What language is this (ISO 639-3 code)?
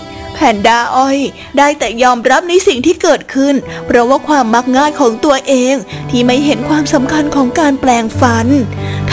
tha